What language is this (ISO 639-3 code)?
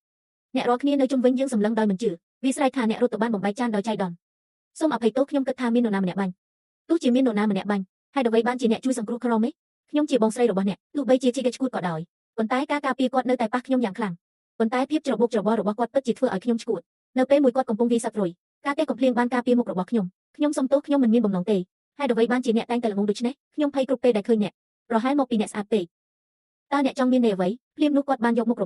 khm